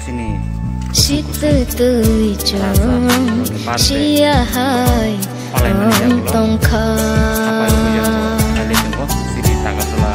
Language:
Kok Borok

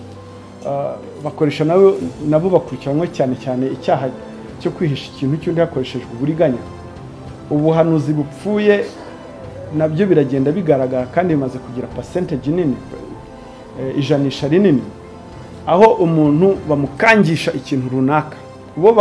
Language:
Kinyarwanda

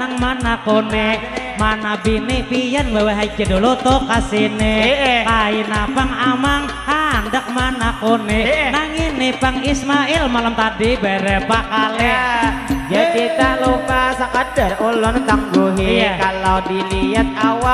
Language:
Banjar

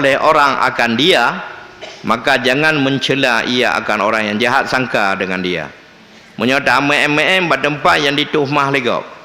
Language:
Achinese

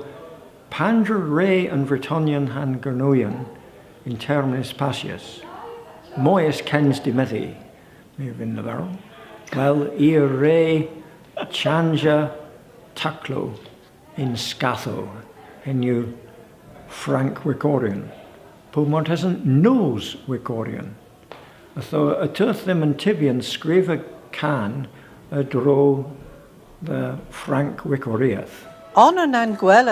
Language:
Cornish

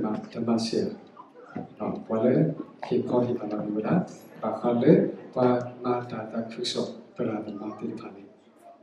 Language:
S'gaw Karen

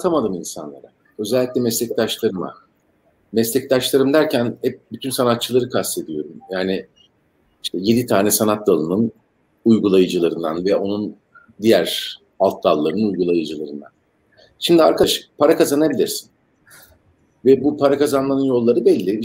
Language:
Turkish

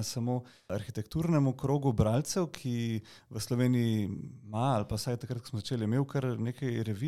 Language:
Slovenian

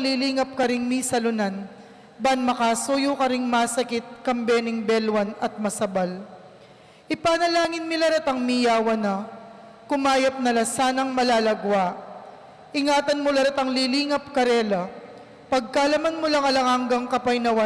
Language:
Pampanga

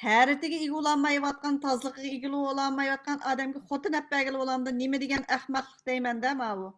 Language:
Uyghur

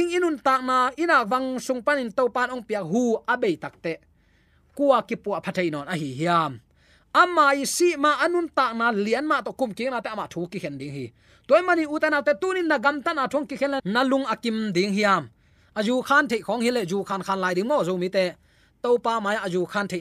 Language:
Tedim Chin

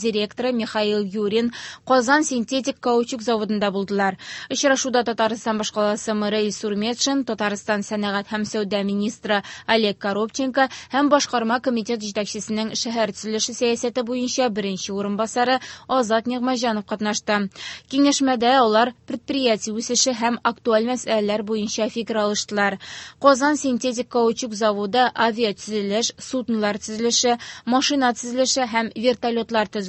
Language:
Tatar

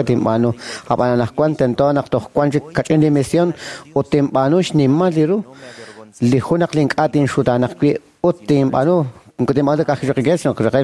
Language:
Kekchí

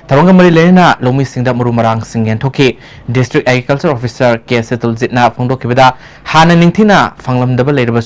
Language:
Manipuri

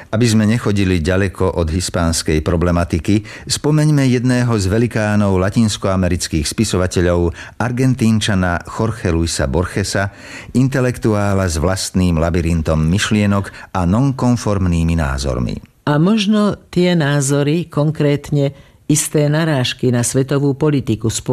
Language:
Slovak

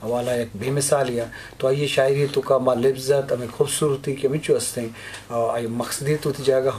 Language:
Eastern Balochi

